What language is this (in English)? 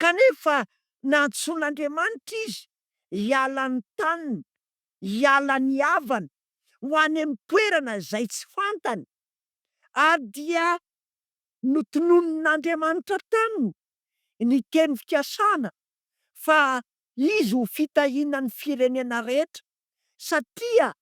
Malagasy